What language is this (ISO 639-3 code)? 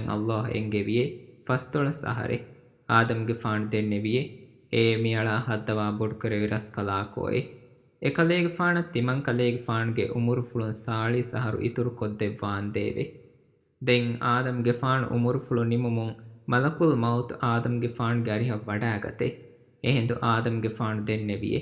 div